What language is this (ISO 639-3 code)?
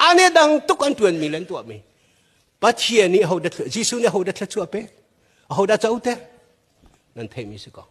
cnh